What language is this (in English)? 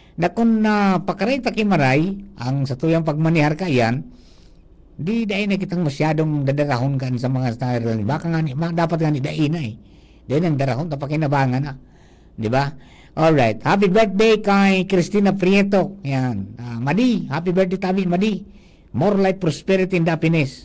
Bikol